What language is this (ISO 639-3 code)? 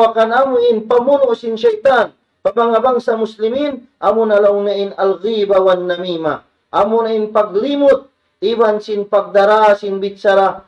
tsg